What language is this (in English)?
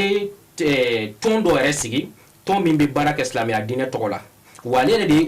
Bambara